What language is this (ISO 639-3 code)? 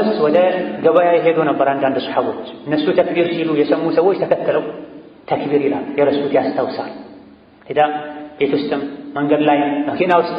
amh